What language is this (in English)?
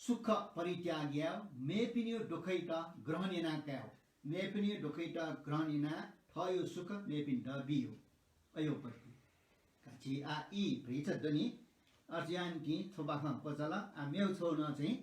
Newari